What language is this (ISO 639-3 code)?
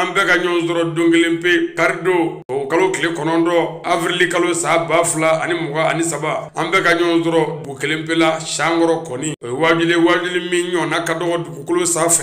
bam